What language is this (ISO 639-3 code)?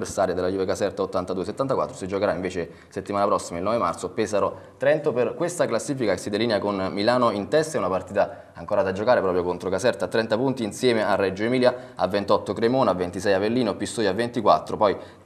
ita